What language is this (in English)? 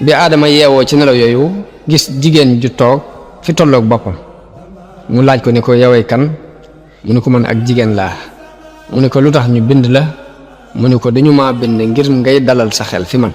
Wolof